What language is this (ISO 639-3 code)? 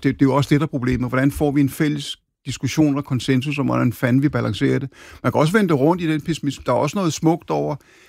dan